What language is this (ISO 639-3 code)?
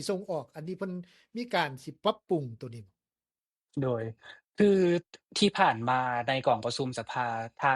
lao